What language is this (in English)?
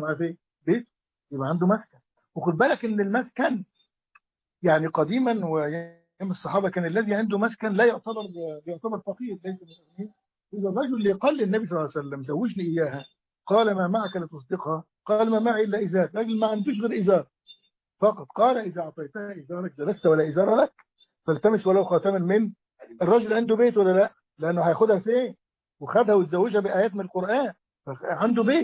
Arabic